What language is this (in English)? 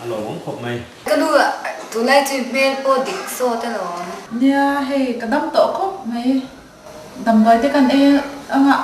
Mizo